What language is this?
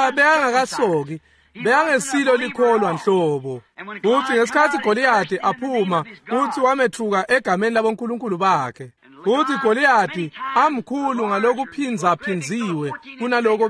Swati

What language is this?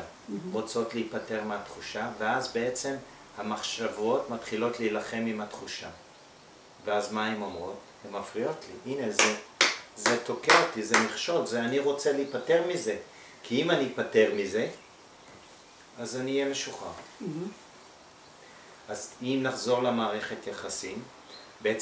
Hebrew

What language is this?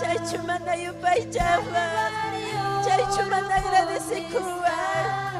Ayacucho Quechua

